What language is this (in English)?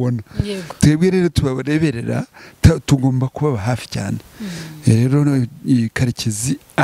Kinyarwanda